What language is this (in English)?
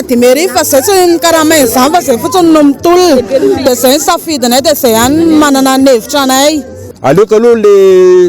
Malagasy